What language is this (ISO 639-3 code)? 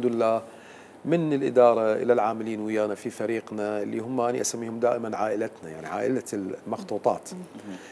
acm